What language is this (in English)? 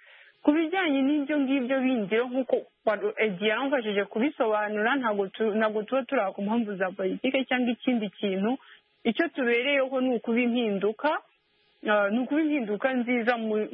Kinyarwanda